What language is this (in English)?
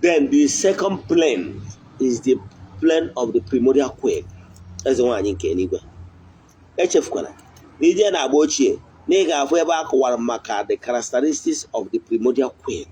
Igbo